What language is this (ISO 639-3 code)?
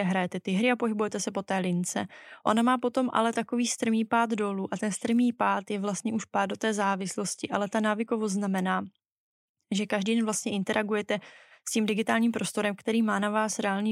ces